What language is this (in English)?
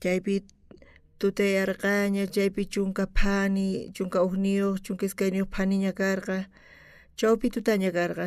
South Bolivian Quechua